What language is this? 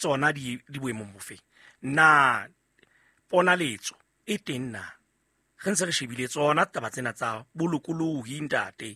Southern Sotho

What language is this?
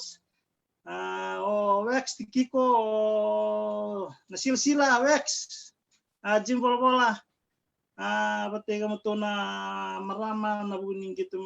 Fijian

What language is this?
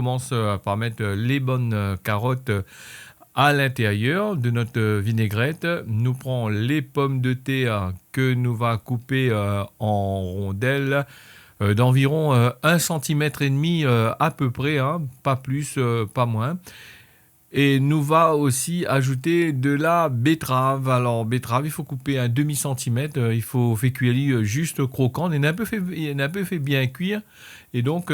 Réunion Creole French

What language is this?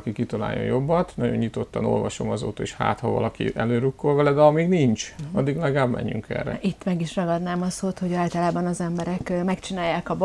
Hungarian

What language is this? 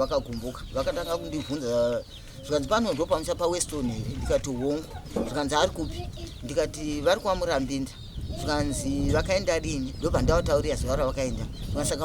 Shona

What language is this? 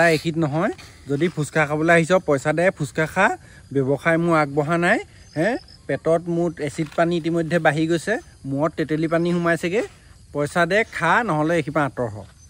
Assamese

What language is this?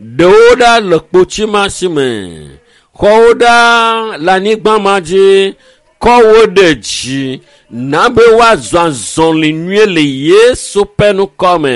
Ewe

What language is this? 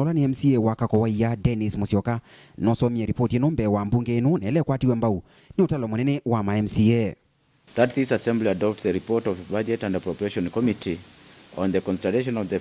Kamba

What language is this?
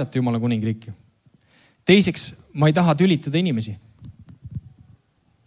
Estonian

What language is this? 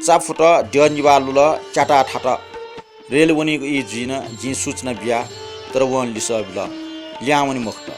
Newari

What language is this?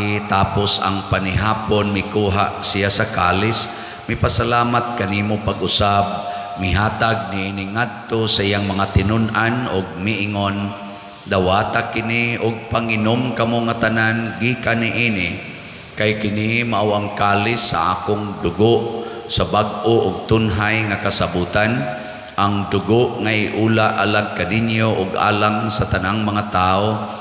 Cebuano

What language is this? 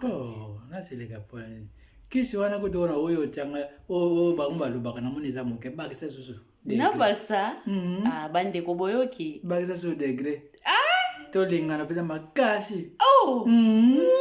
Lingala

